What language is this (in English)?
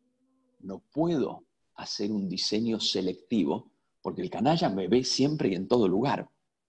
Spanish